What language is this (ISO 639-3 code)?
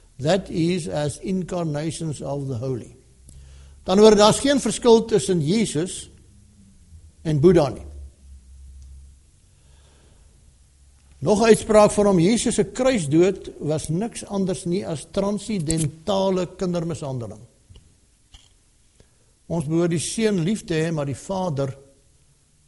afr